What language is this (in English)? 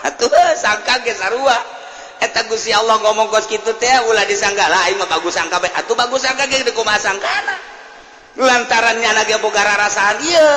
Sundanese